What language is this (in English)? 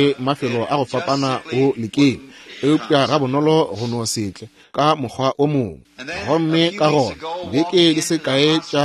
Northern Sotho